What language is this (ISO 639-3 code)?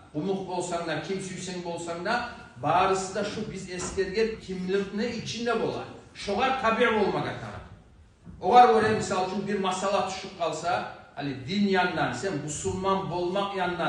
kum